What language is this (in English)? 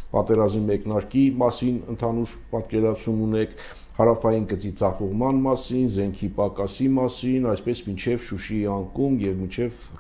Armenian